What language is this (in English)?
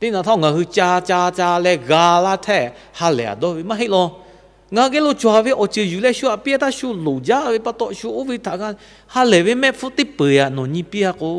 Lahu